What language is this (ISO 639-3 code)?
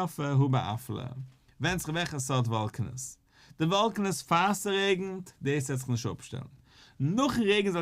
yid